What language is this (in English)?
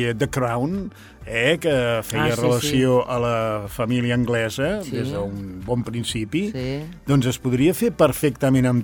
Catalan